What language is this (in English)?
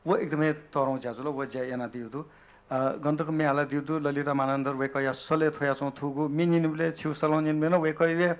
Newari